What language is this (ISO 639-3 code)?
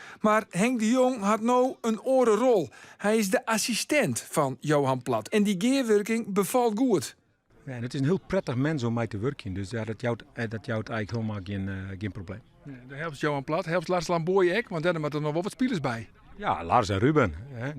fry